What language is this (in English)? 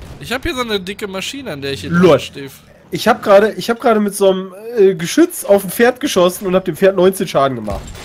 German